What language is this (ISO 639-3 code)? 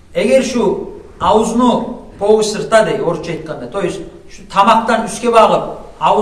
kum